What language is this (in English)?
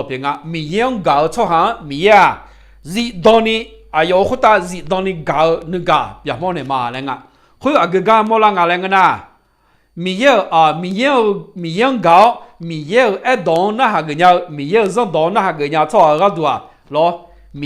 Akha